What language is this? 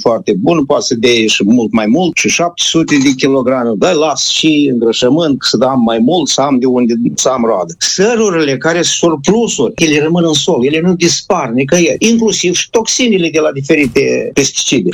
Romanian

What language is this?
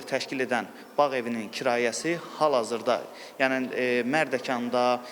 Azerbaijani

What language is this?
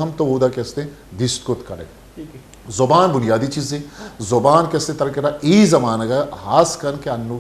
Baluchi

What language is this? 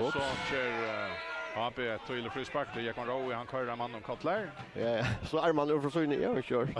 Faroese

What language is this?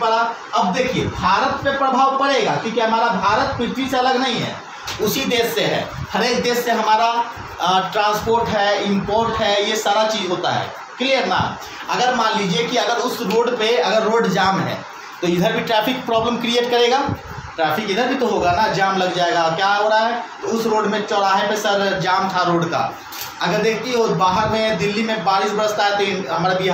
Hindi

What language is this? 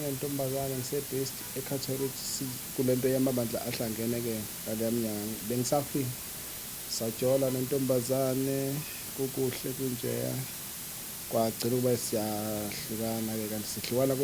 Zulu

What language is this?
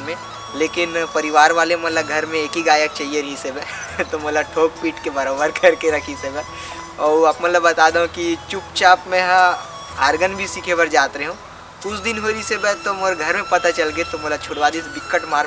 Chhattisgarhi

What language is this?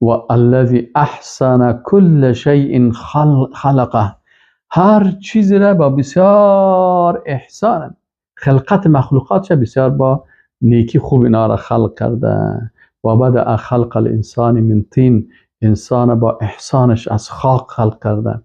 Persian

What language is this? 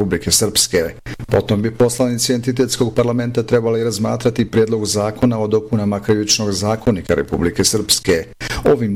Bosnian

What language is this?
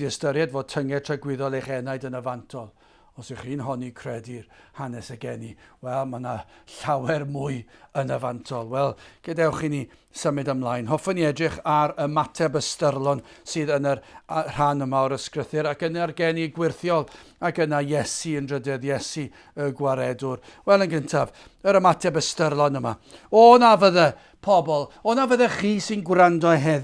Welsh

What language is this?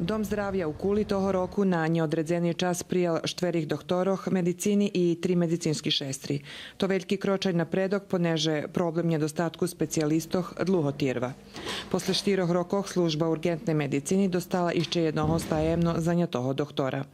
Rusyn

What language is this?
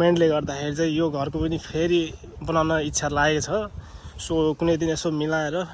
Nepali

